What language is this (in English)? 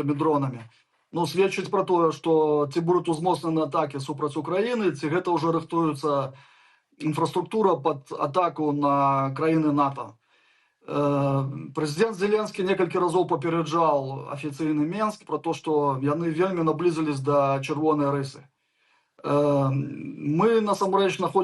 Belarusian